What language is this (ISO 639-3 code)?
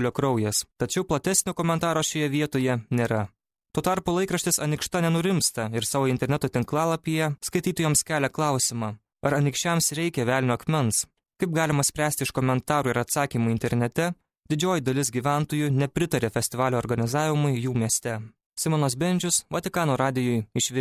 lit